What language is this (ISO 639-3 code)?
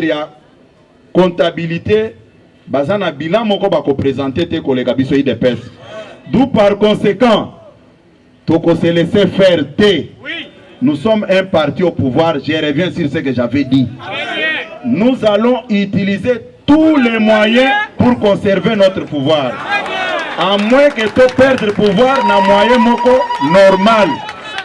lin